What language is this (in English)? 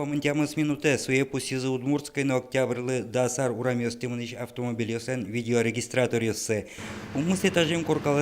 Udmurt